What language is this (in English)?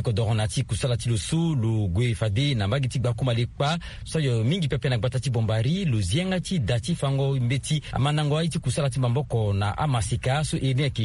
Sango